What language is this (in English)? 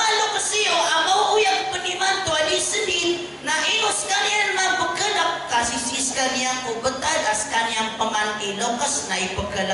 Maranao